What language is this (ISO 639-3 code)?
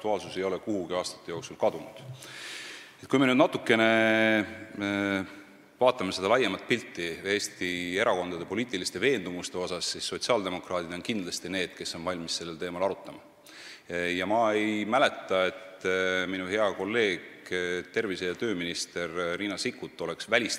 est